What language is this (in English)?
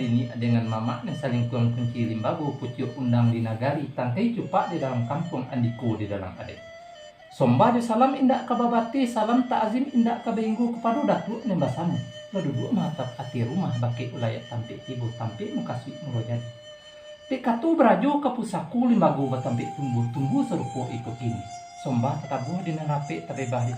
Minangkabau